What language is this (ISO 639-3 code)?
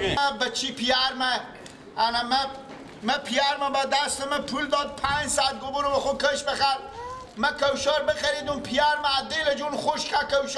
fas